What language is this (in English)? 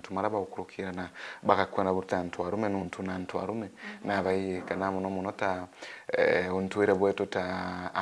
Meru